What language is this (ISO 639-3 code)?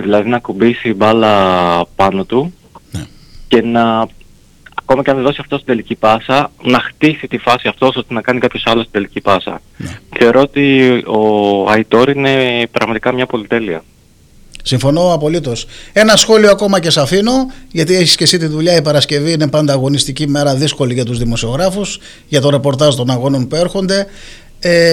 ell